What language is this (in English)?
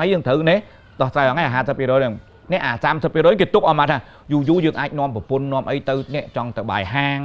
Khmer